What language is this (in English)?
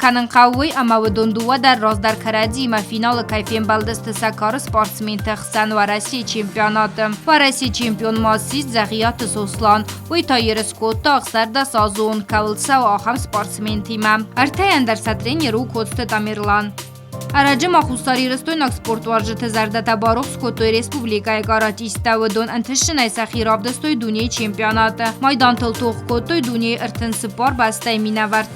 Ossetic